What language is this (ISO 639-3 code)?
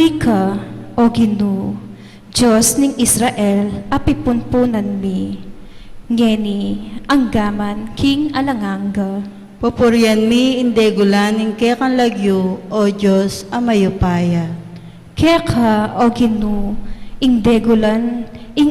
pam